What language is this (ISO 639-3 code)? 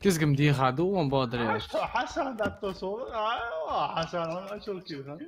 inh